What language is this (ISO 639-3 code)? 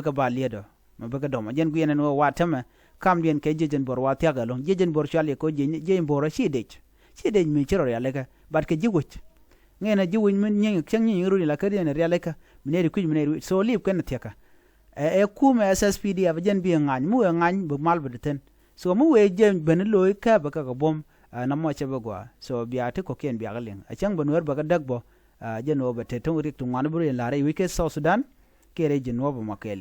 nus